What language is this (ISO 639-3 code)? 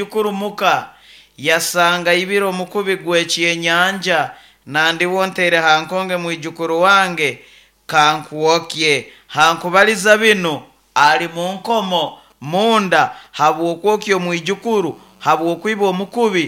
nyo